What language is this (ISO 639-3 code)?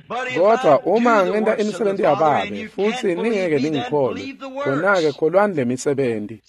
ssw